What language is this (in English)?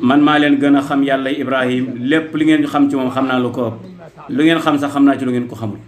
Wolof